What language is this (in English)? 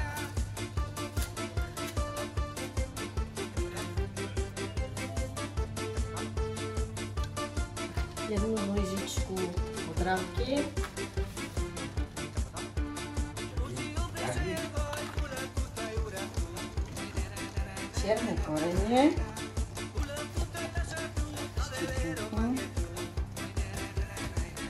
Slovak